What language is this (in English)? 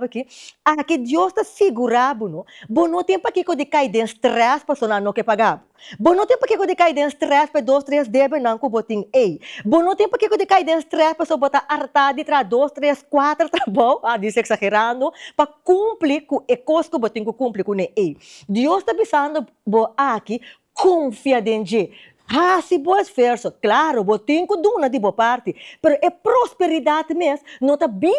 Papiamento